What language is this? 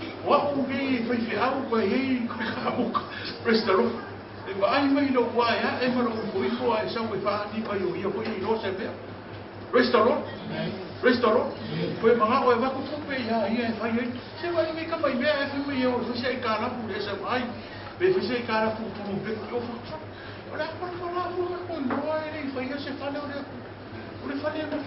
Samoan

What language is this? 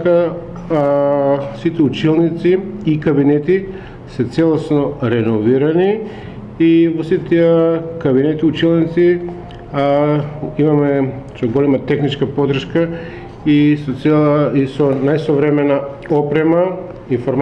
Macedonian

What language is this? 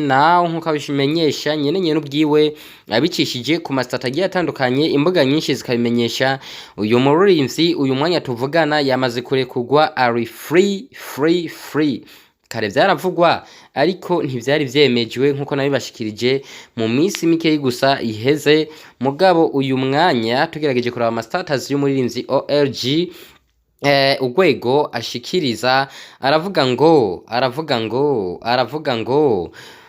Rundi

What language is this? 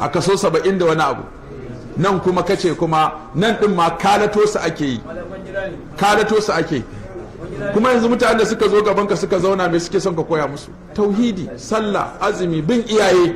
Hausa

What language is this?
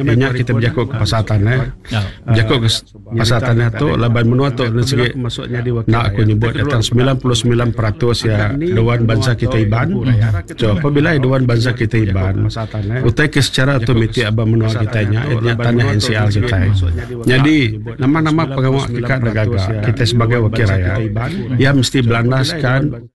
Iban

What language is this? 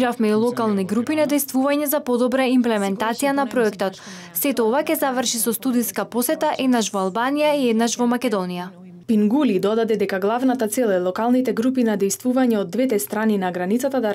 Macedonian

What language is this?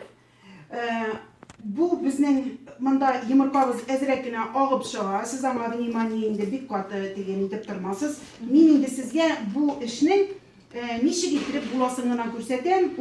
Tatar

